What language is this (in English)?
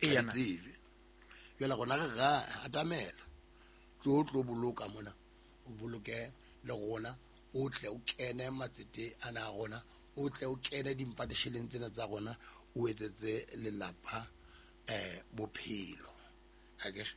Southern Sotho